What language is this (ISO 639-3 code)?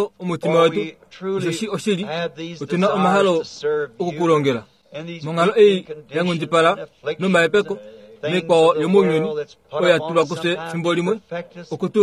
kua